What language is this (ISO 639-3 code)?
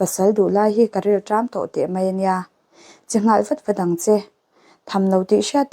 lus